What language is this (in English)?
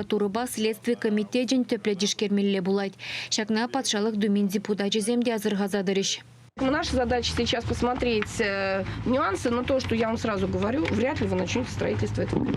Chuvash